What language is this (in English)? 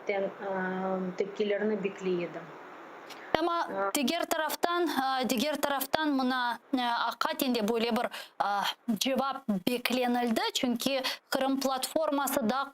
Crimean Tatar